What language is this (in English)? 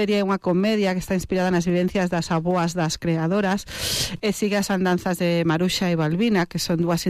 Galician